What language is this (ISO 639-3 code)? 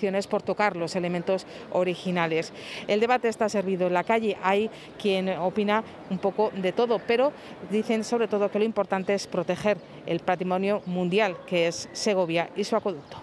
spa